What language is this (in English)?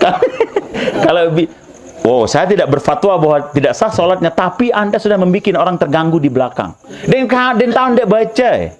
Sasak